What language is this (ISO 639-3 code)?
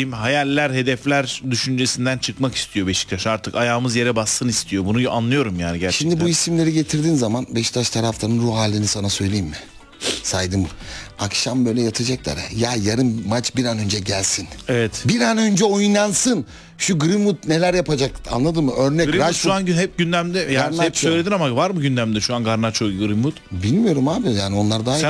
tur